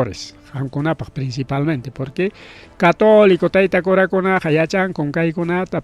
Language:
Ayacucho Quechua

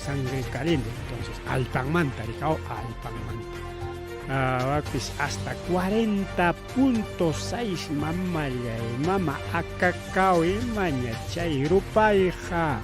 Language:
Ayacucho Quechua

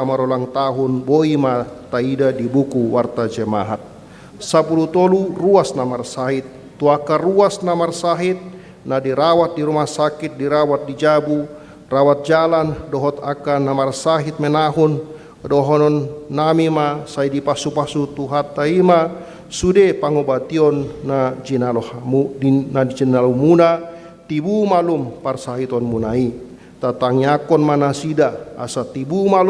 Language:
Batak Toba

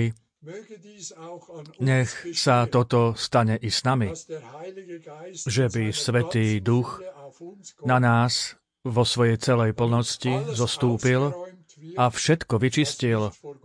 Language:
Slovak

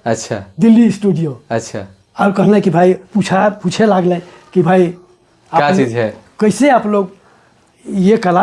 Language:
Sadri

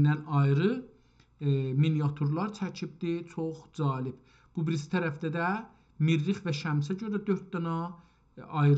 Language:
South Azerbaijani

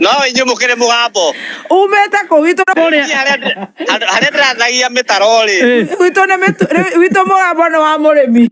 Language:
Kikuyu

